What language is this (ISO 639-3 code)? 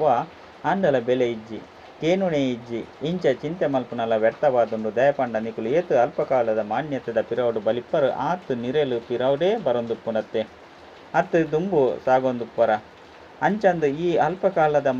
tcy